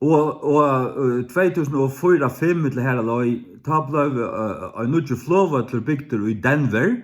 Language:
Faroese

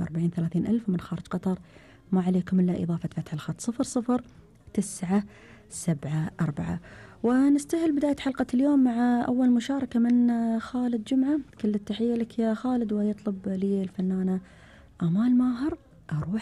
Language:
Gulf Arabic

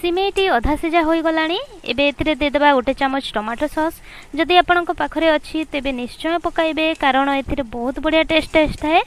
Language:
Odia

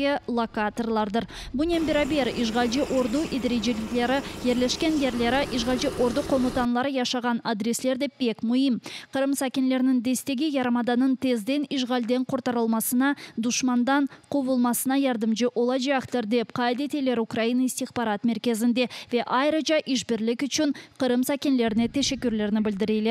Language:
Crimean Tatar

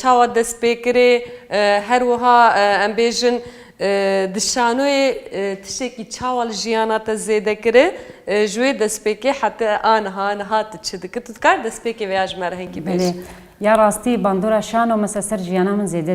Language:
Kurdish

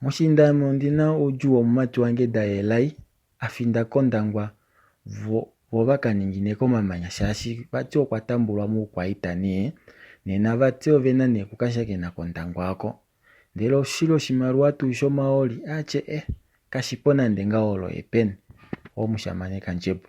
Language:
Kuanyama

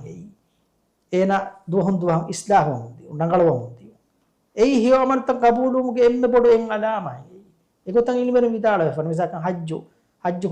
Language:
Divehi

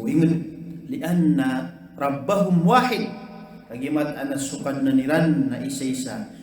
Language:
Maranao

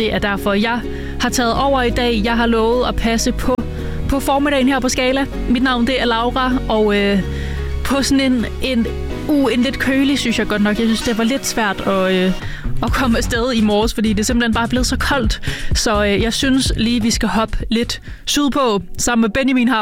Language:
Danish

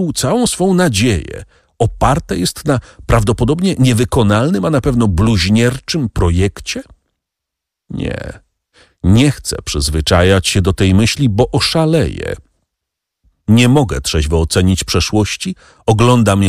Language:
Polish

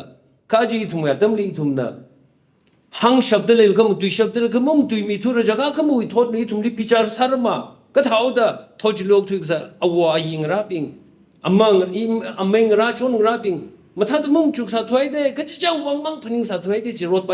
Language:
Tangkhul Naga (India)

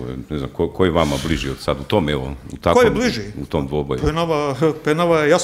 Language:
Croatian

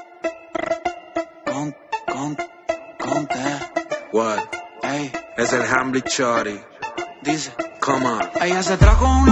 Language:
Spanish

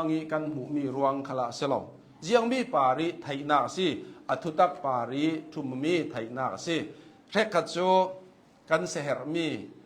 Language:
Hakha Chin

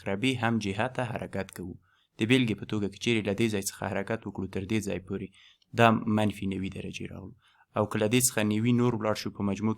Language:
Pashto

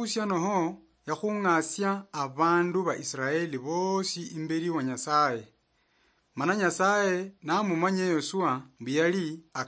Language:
Luyia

